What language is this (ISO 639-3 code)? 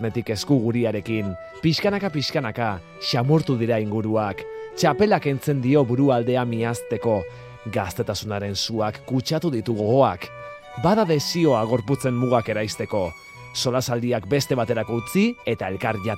eus